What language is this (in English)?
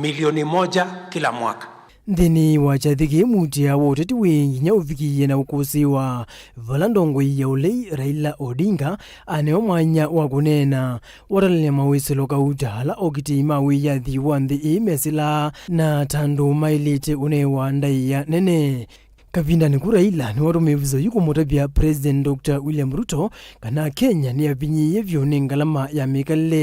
Kamba